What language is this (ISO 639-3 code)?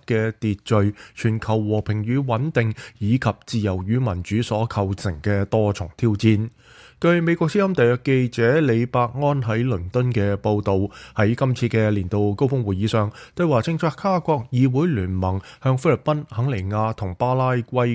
yue